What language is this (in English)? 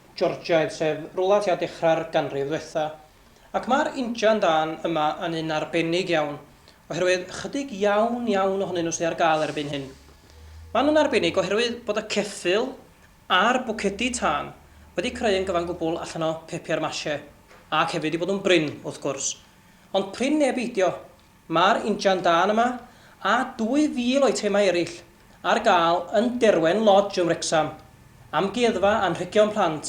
Welsh